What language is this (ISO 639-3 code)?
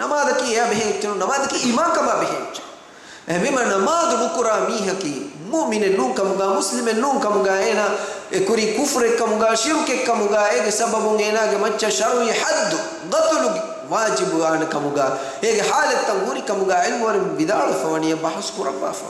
div